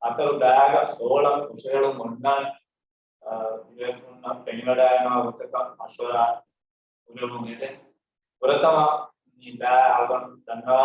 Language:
Divehi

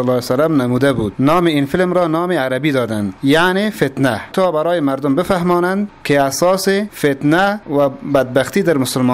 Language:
Persian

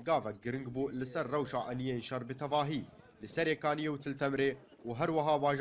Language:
Kurdish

